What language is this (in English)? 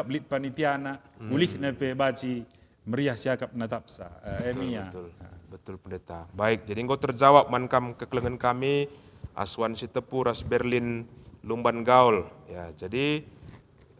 Batak Karo